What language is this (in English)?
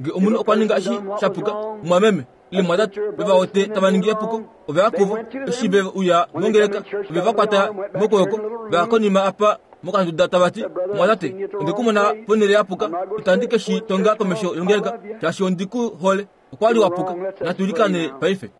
Kuanyama